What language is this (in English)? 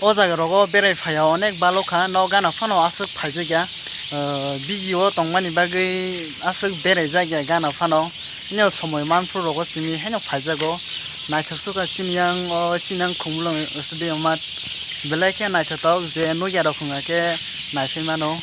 Kok Borok